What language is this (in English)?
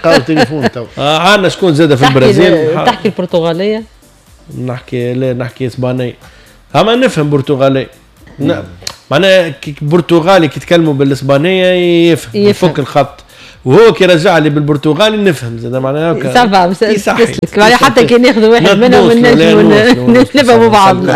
Tunisian Arabic